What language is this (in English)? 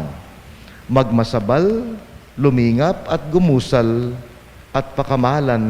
Pampanga